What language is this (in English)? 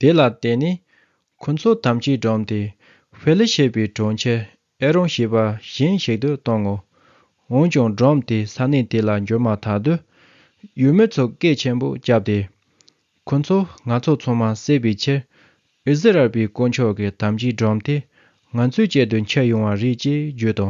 Tibetan